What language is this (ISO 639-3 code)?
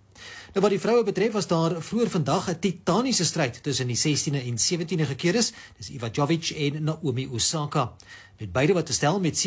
afr